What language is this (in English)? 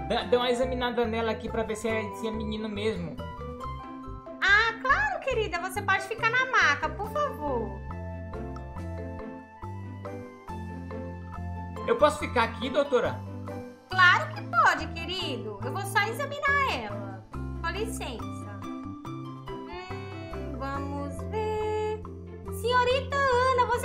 Portuguese